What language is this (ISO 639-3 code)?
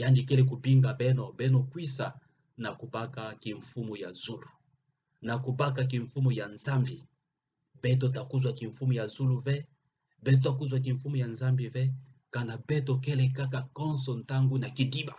ktu